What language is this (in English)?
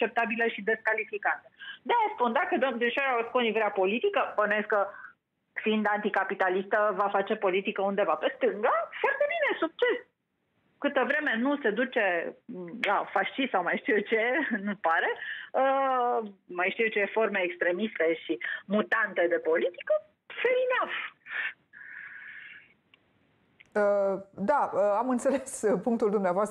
Romanian